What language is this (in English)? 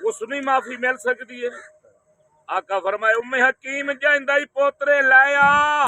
Saraiki